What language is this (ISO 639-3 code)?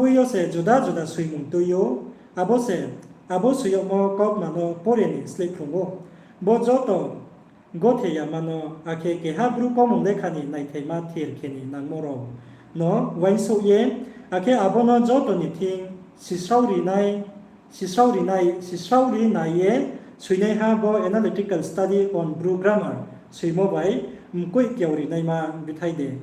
ria